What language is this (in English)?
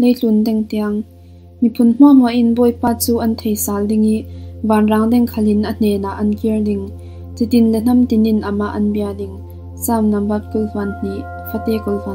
Falam Chin